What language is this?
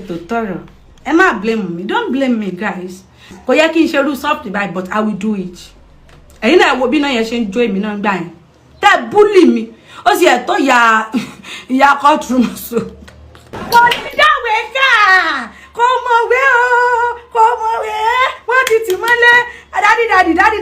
Yoruba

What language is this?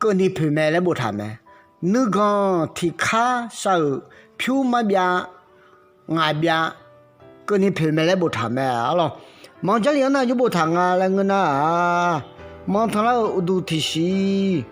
Akha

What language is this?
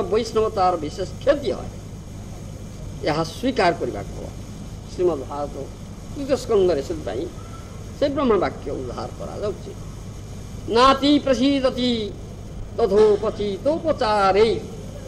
Odia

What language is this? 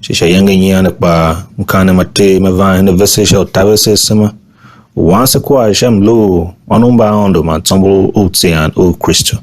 Tiv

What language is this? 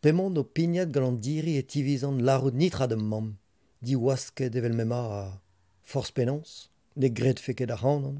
Breton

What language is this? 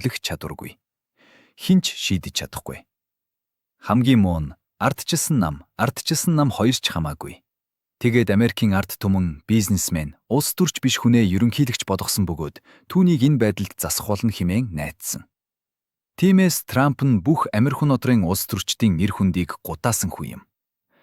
Mongolian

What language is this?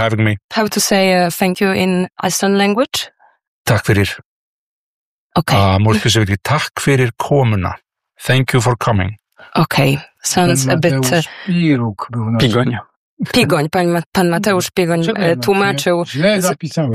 Polish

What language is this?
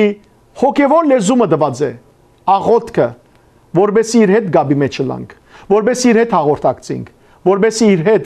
Western Armenian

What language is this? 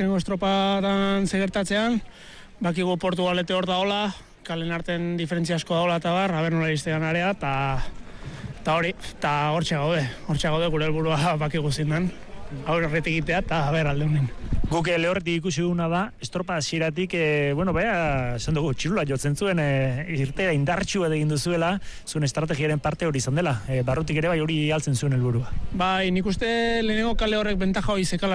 Basque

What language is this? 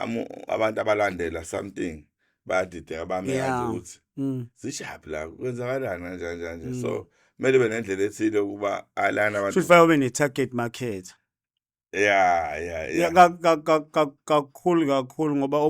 Zulu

